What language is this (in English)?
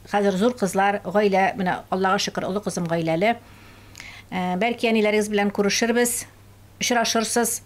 Tatar